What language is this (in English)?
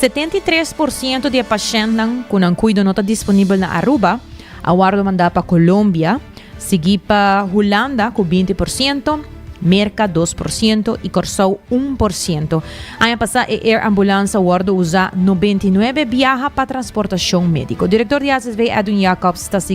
Papiamento